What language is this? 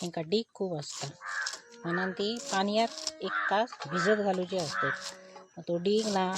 Konkani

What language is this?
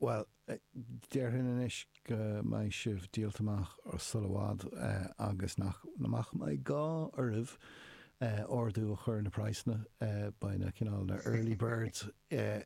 Irish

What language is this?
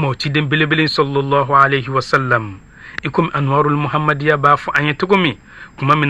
Bambara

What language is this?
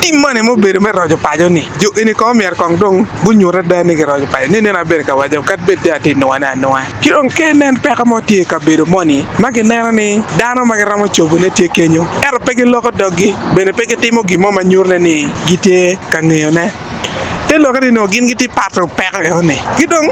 Acoli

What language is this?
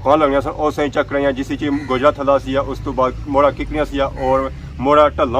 Pahari-Potwari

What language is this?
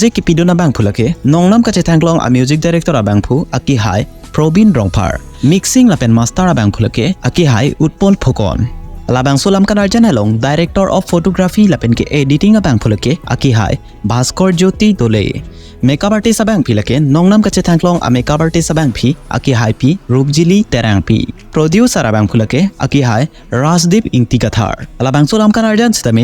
Karbi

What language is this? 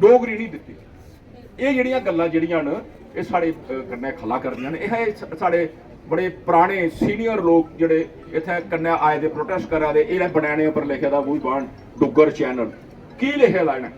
Dogri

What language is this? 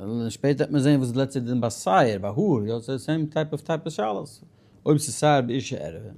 Yiddish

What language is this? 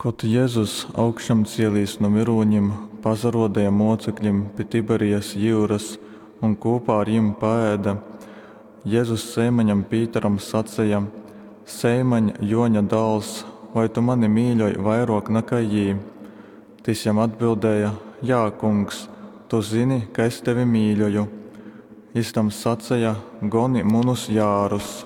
Latgalian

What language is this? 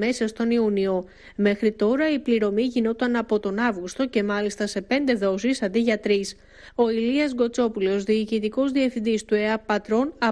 Greek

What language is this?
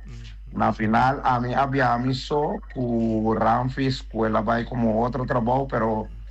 Papiamento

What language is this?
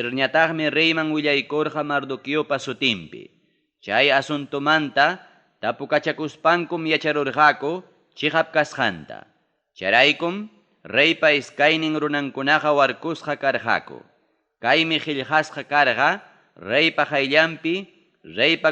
Ayacucho Quechua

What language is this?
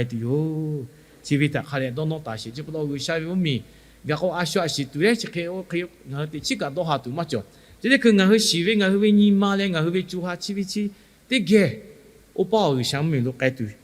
Lahu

